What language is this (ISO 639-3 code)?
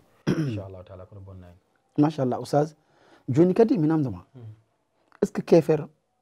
ful